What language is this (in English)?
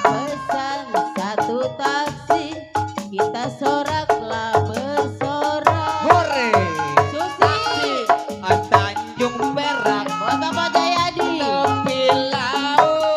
Betawi